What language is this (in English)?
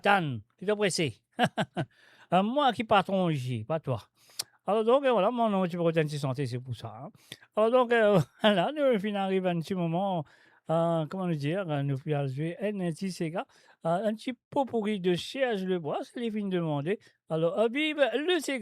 Morisyen